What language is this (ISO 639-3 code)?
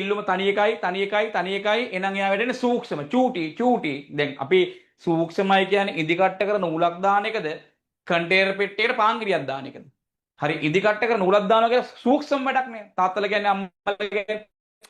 sin